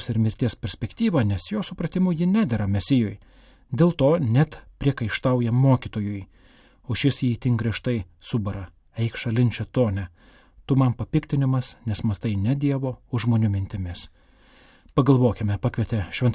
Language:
Lithuanian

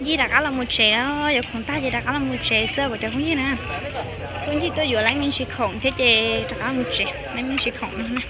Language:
Hmong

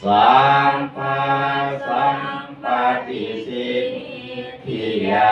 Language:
Pali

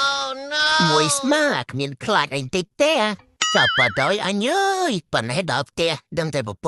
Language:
Khmer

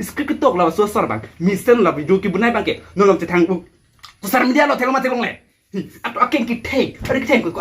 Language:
Karbi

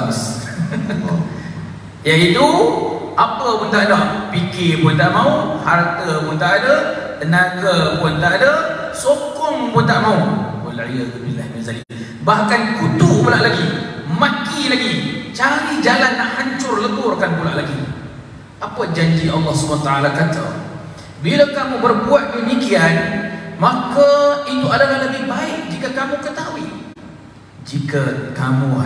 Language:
Malay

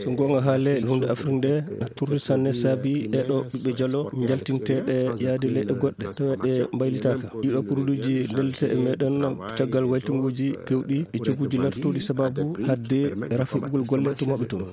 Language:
Fula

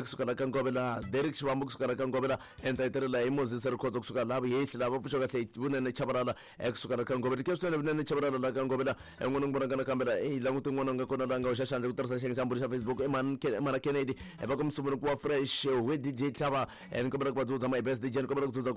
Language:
Tsonga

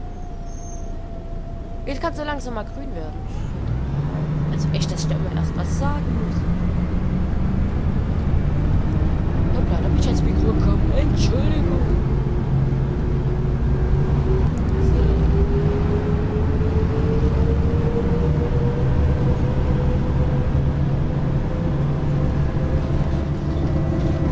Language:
German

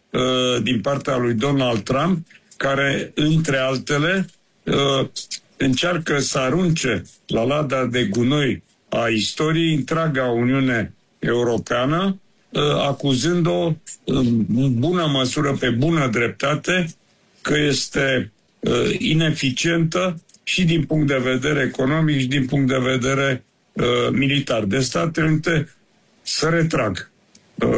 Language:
Romanian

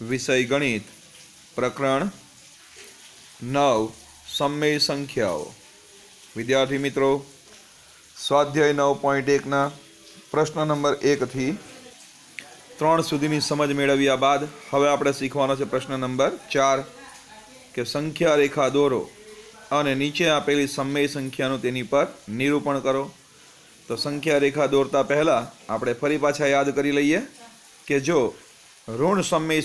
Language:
Gujarati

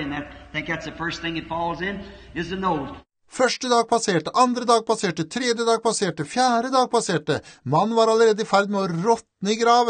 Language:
Norwegian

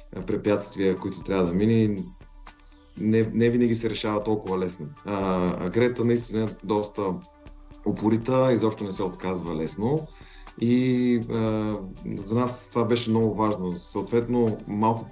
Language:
Bulgarian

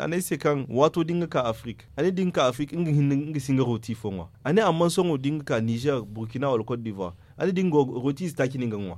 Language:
Zarma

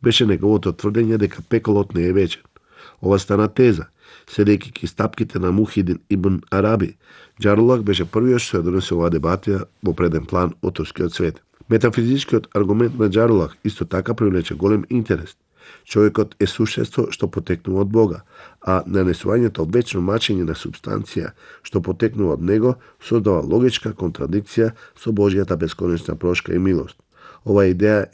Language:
Macedonian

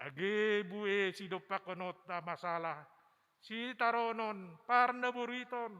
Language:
Batak Simalungun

